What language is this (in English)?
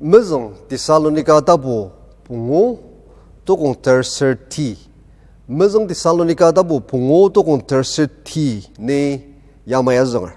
Ao Naga